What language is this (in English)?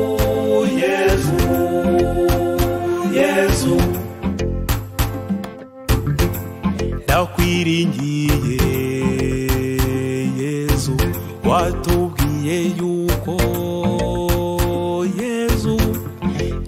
Kinyarwanda